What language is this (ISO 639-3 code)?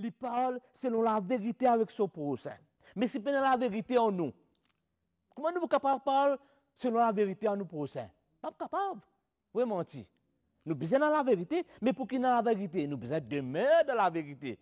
mfe